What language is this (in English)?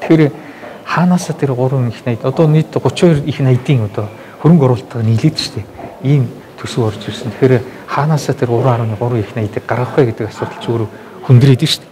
Mongolian